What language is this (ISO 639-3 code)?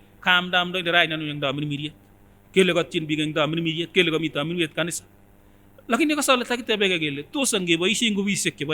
sgc